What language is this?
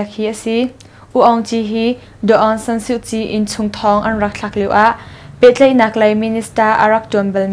Hakha Chin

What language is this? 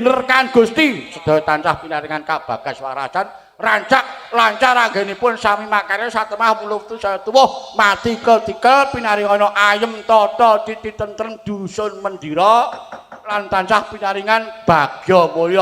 Javanese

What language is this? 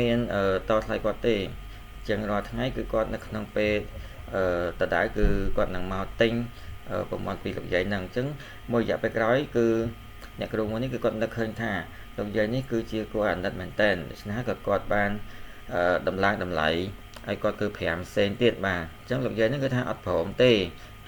Khmer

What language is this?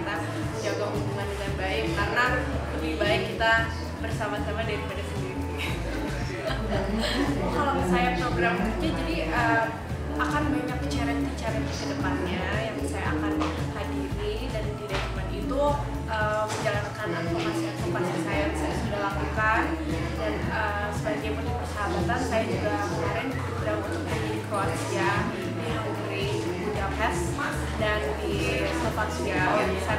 Indonesian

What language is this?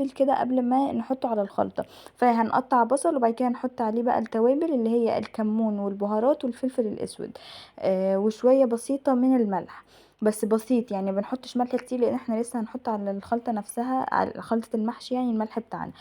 Egyptian Arabic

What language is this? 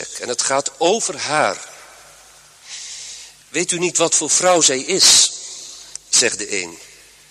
Dutch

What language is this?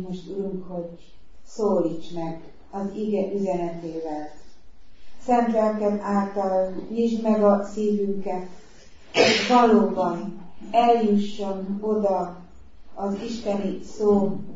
Hungarian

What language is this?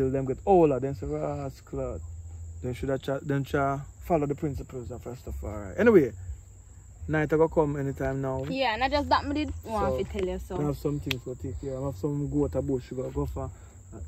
Jamaican Creole English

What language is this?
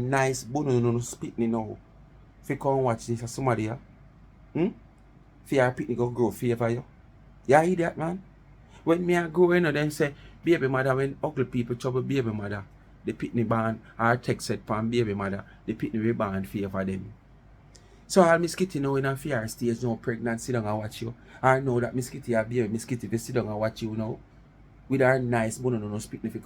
Jamaican Creole English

